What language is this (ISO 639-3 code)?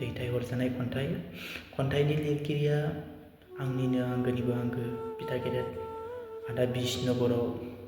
brx